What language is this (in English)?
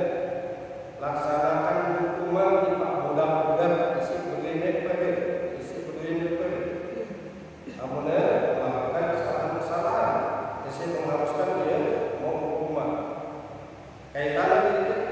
Indonesian